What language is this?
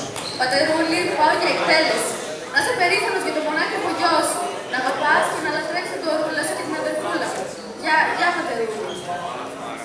Greek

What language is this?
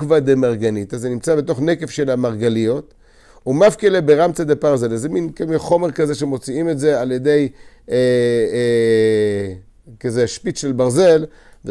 Hebrew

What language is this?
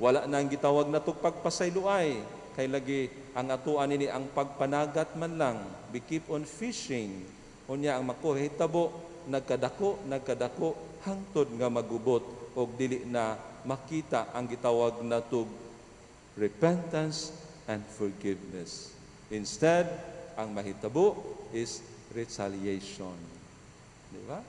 Cebuano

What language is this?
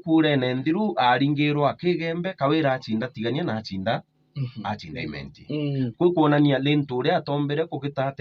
Meru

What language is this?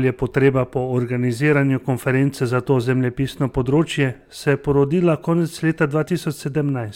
Slovenian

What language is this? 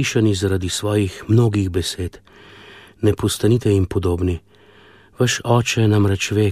Slovenian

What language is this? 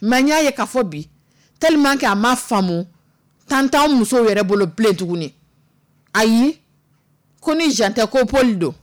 Dyula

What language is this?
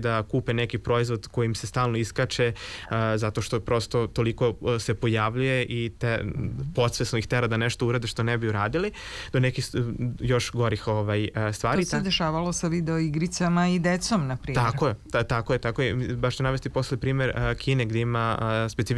Serbian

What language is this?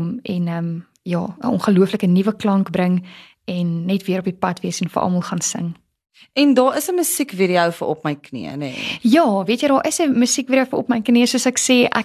Afrikaans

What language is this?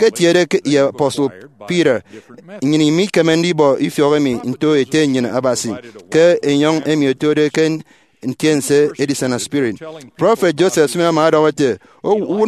Efik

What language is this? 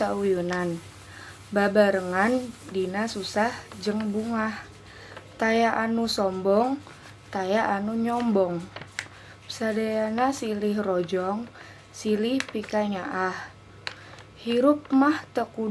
Sundanese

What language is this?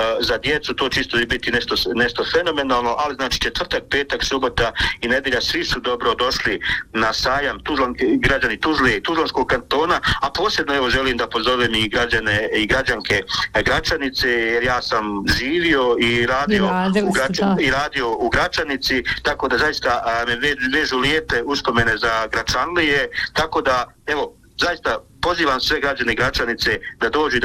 Bosnian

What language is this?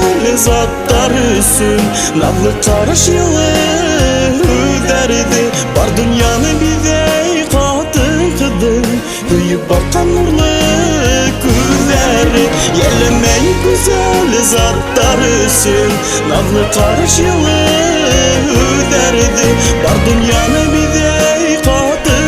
Bashkir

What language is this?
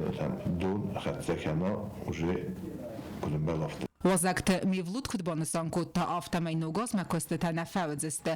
Ossetic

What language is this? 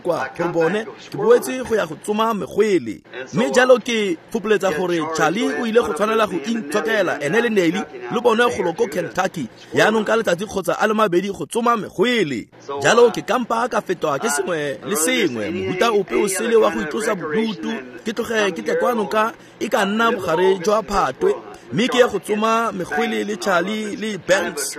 Tswana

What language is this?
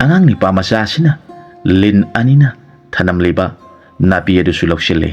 Manipuri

